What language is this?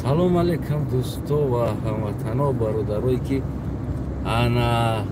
Tajik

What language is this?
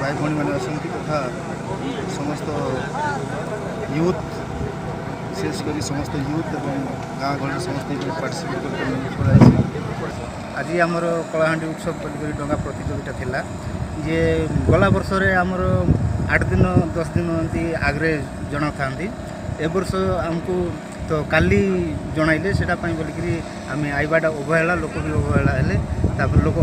Odia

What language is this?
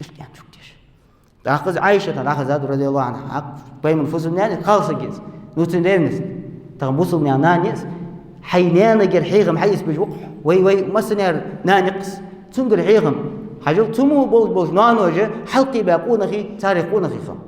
Ingush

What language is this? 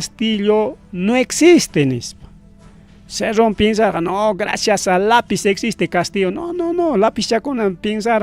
Ayacucho Quechua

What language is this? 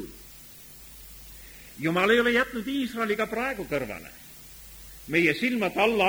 Estonian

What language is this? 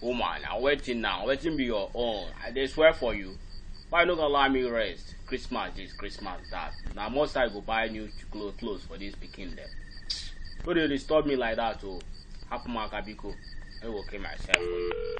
Nigerian Pidgin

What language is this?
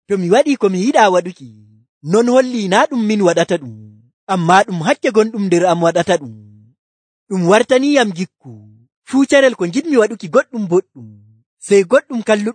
Nigerian Fulfulde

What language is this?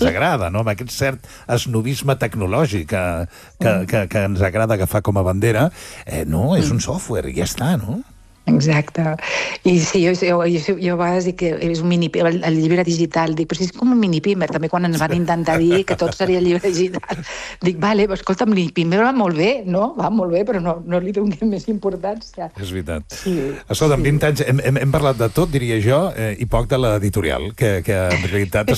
Catalan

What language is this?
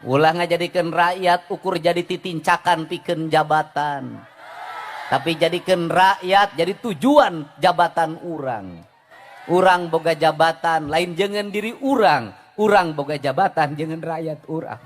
Sundanese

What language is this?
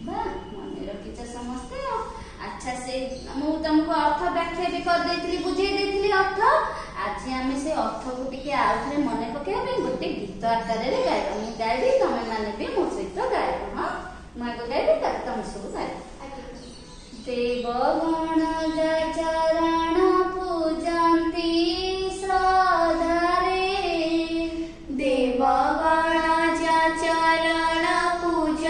Odia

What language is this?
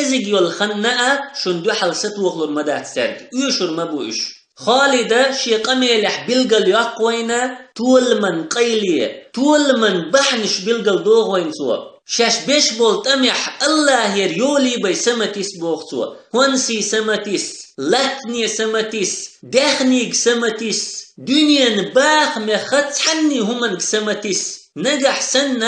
Chechen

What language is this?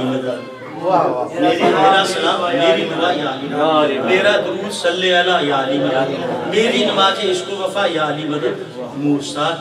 Urdu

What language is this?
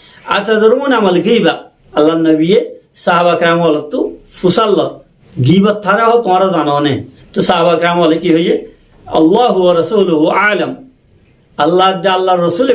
Rohingya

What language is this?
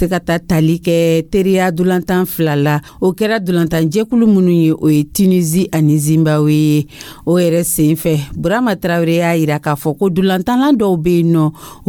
Dyula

